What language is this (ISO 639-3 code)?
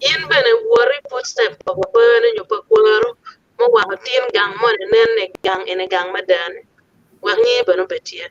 ach